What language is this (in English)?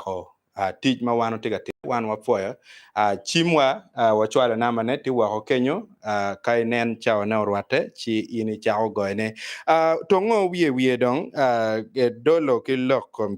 Acoli